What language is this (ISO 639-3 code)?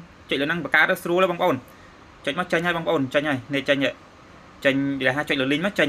khm